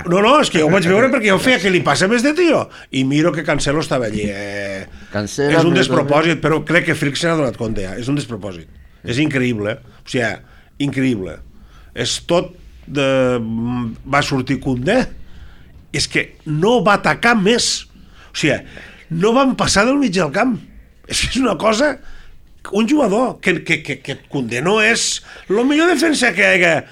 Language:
Catalan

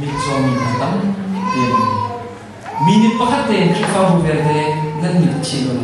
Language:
Hakha Chin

